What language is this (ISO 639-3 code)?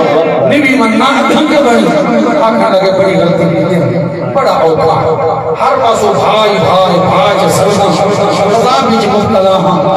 skr